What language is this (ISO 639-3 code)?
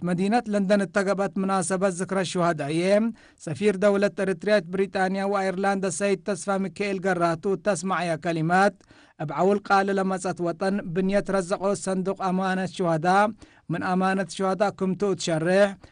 tig